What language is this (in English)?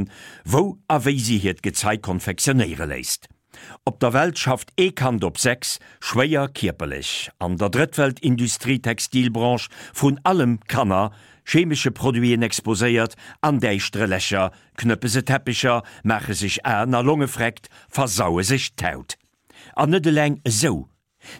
Luxembourgish